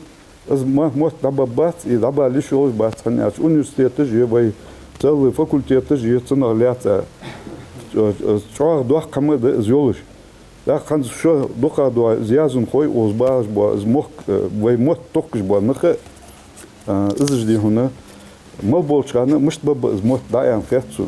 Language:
Ingush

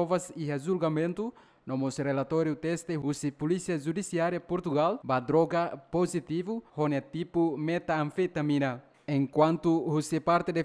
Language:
Tetum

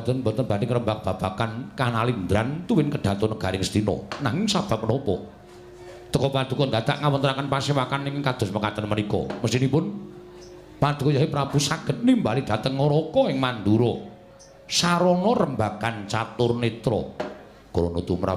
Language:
Javanese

